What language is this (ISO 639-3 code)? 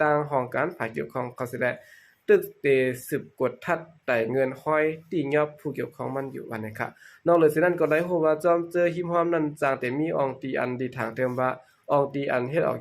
shn